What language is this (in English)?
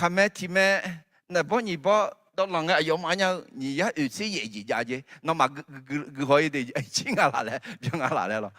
Akha